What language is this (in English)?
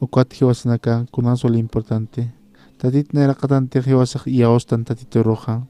Aymara